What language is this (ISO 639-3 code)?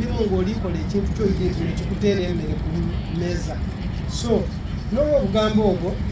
xog